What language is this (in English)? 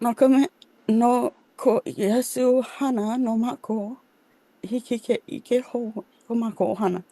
Hawaiian